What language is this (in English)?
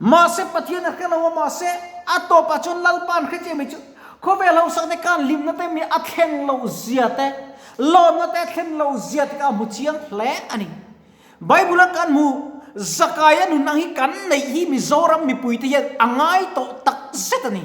Mizo